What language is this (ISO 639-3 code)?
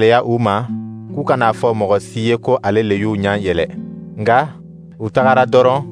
dyu